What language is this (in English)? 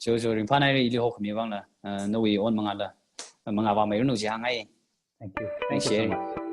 Tangkhul Naga (India)